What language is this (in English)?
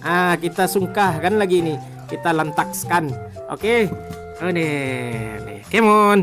Minangkabau